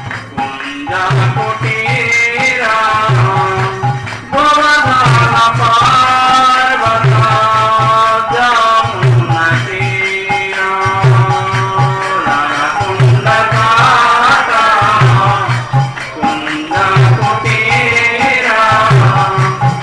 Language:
Odia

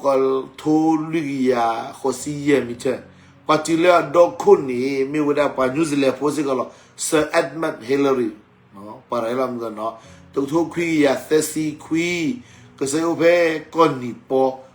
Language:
S'gaw Karen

